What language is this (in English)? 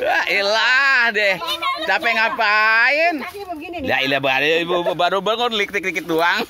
Betawi